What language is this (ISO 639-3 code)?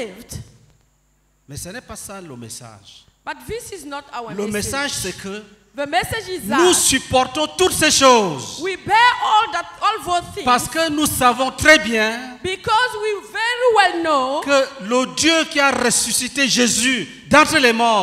fra